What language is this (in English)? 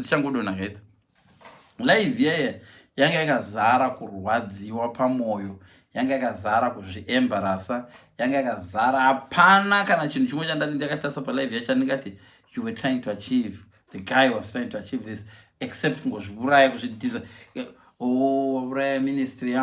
Shona